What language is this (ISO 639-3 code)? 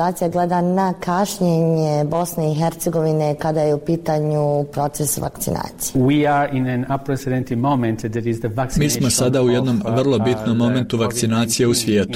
bos